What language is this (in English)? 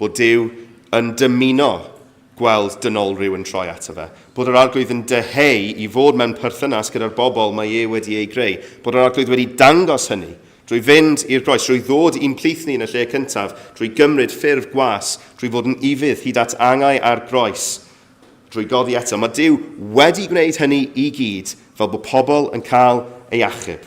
Welsh